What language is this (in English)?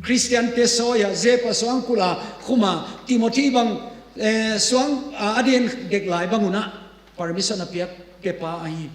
Tedim Chin